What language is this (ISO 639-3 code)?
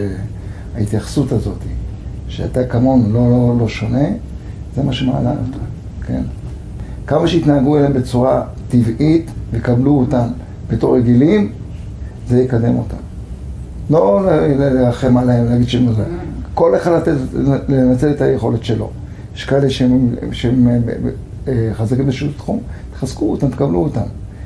heb